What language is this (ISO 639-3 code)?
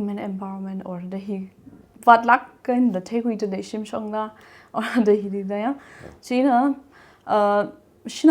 nmf